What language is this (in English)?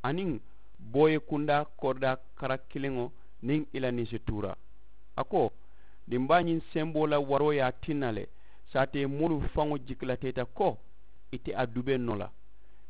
Mandingo